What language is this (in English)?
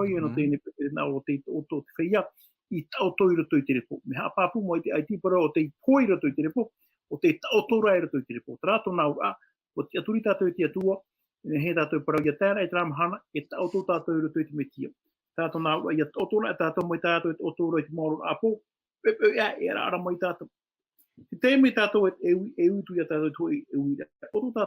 Tahitian